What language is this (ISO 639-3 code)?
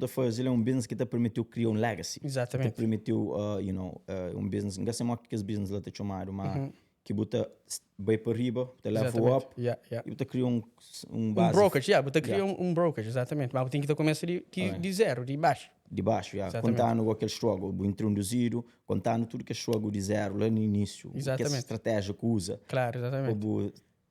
kea